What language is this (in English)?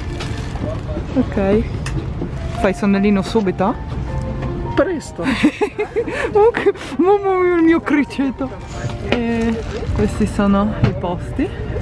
Italian